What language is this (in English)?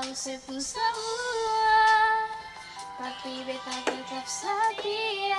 Ambonese Malay